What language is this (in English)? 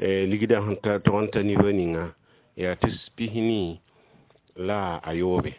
Mossi